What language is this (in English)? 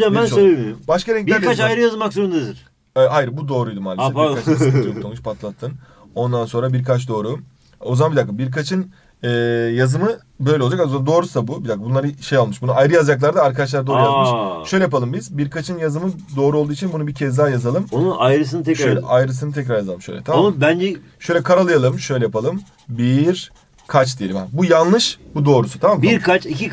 Turkish